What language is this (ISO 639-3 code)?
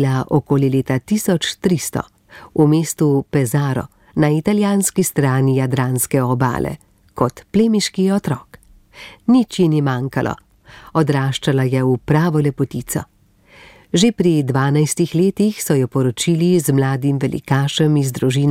slv